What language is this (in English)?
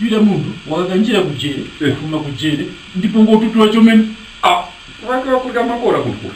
Tumbuka